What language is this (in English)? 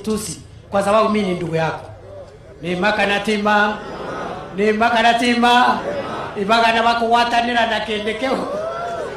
Gusii